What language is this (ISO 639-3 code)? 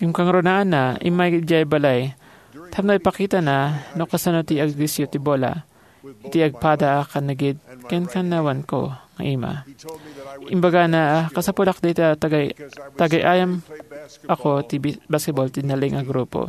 ilo